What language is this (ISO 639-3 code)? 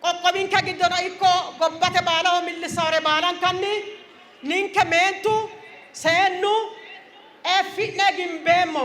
sid